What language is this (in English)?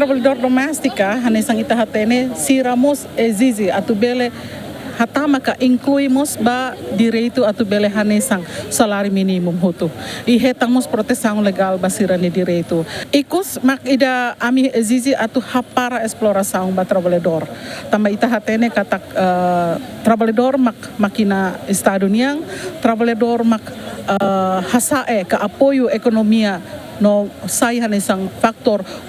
Tetum